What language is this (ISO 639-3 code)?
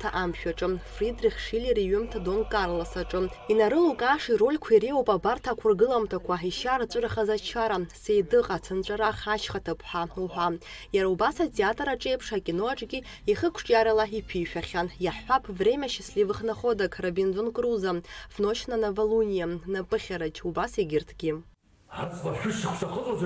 abk